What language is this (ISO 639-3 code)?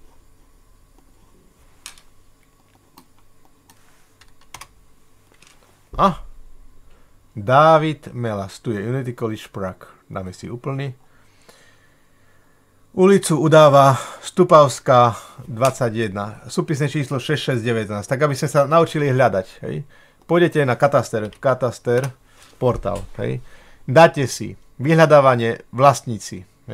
slk